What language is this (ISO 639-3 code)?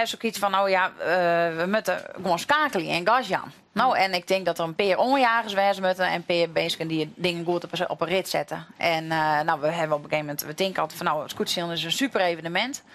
fry